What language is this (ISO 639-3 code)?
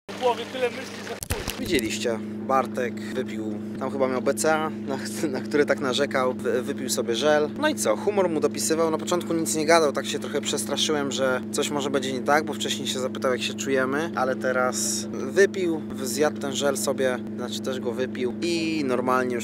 pol